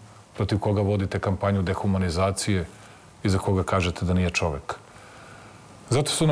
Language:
Serbian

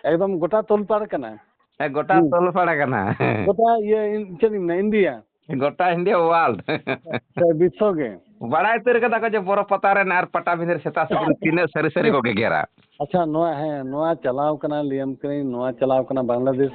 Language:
Santali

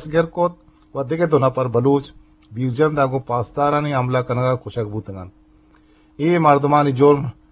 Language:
Eastern Balochi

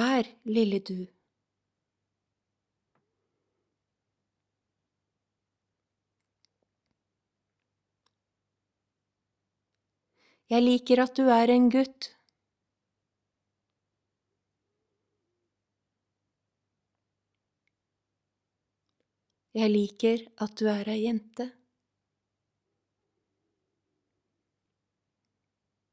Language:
Norwegian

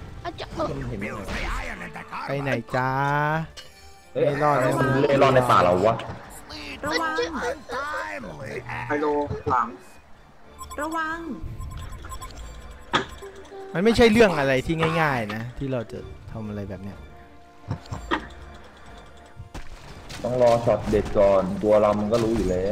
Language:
Thai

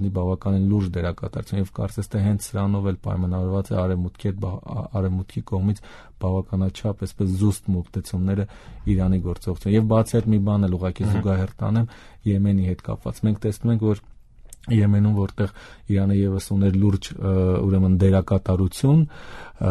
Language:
Armenian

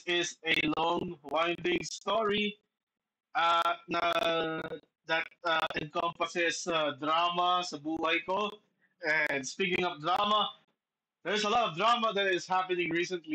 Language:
Filipino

